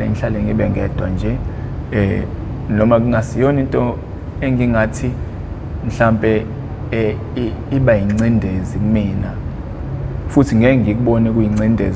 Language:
Zulu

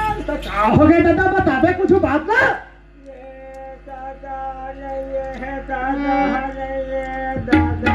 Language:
Chhattisgarhi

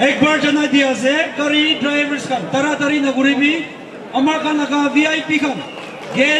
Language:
Chokri Naga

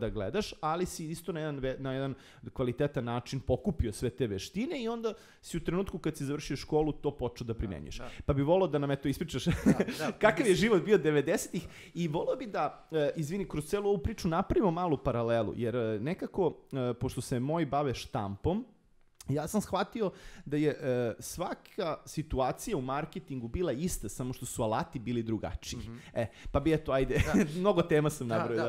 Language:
Serbian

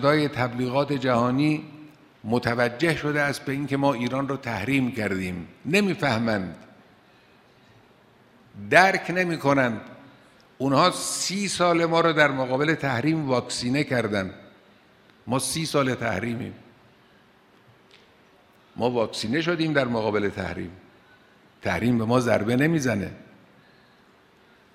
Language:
Persian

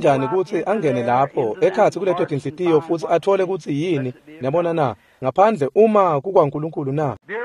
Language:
Swati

